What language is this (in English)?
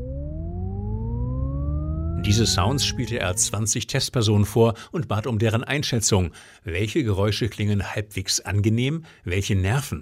German